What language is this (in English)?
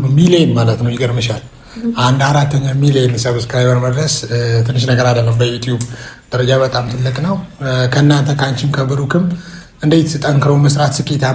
Amharic